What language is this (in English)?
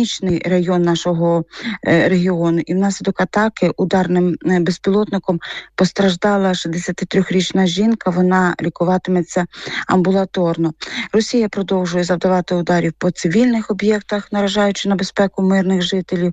Ukrainian